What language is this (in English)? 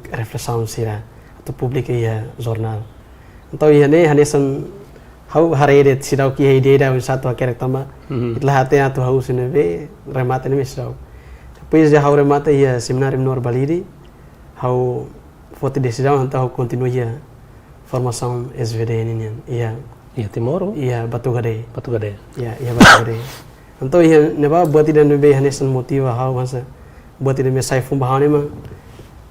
Tetum